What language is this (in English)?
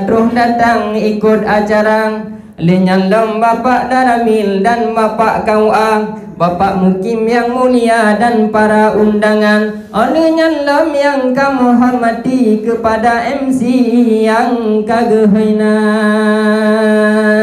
Achinese